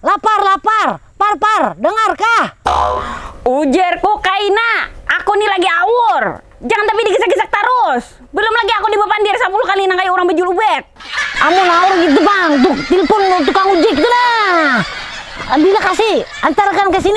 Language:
Banjar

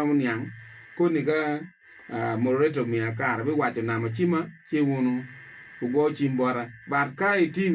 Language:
Acoli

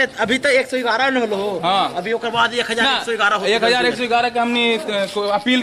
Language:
Magahi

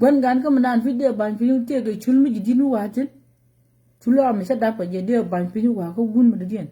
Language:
Nuer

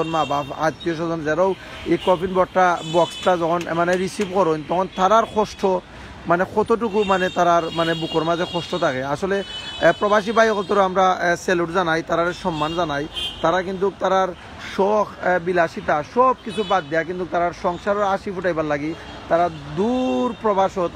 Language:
Sylheti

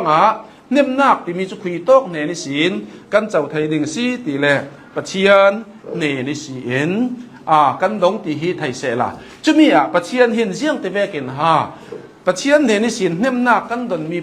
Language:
Hakha Chin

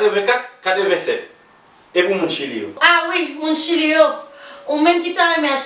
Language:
Haitian Creole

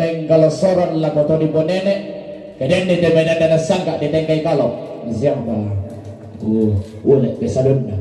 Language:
Toraja-Sa'dan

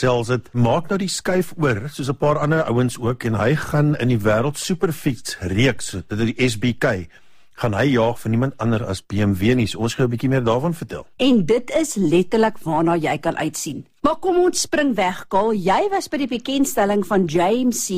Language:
Afrikaans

